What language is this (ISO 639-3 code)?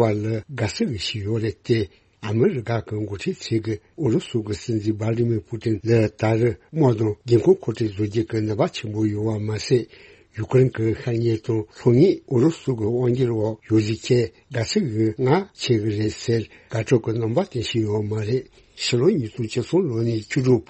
bod